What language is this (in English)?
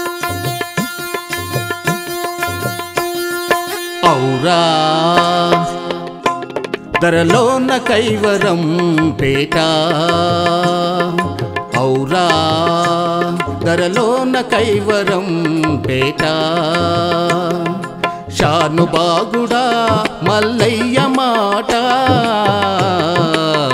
Telugu